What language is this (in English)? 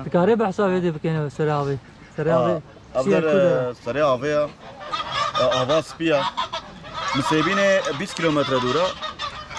Kurdish